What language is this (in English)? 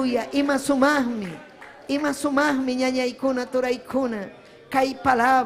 Ayacucho Quechua